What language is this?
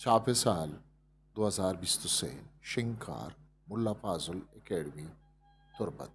Eastern Balochi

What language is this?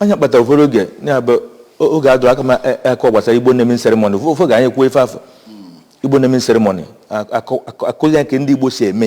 Igbo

